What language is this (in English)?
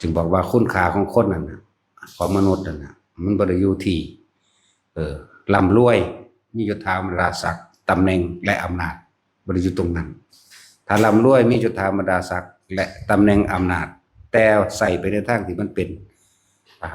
Northeastern Thai